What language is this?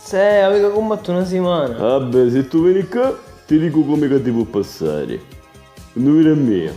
Sicilian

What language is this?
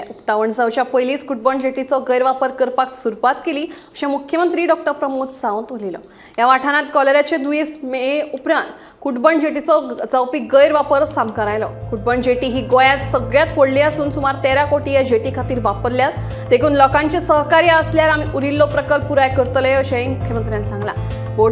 Konkani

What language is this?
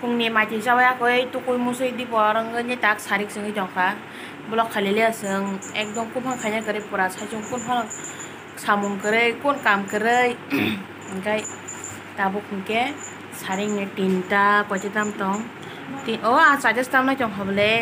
Kok Borok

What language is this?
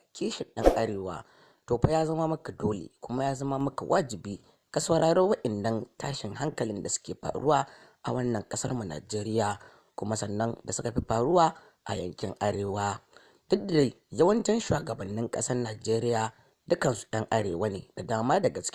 Hausa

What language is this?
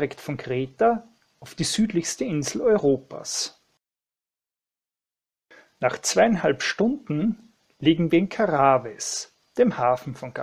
German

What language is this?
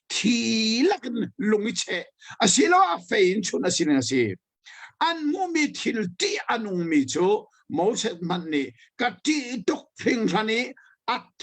Hakha Chin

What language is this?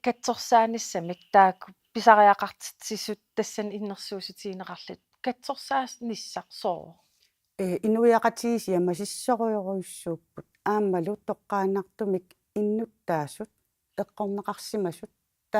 Kalaallisut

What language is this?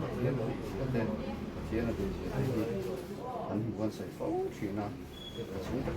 Mizo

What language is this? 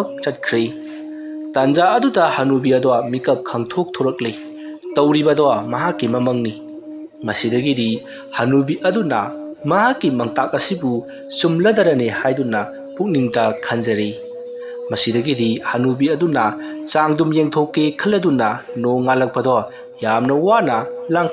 Manipuri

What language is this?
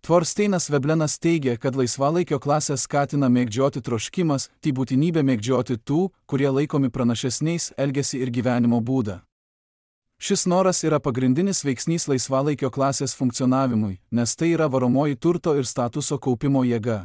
Lithuanian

